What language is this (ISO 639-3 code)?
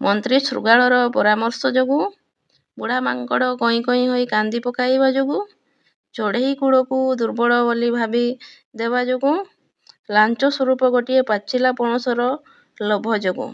ori